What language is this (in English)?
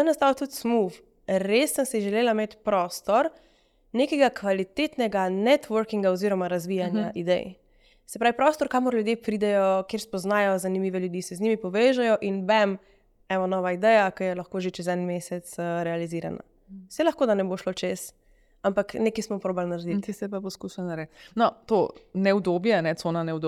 Slovenian